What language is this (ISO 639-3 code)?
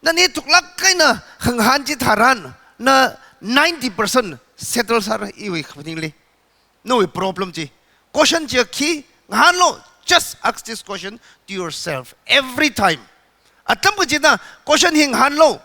nmf